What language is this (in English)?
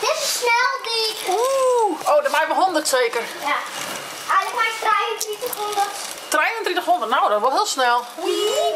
Western Frisian